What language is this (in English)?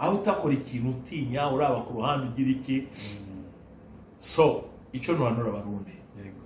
Rundi